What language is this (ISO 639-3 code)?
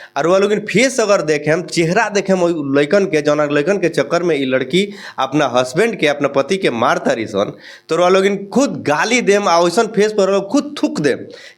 bho